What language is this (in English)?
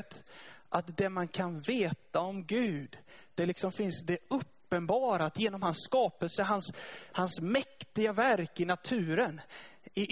Swedish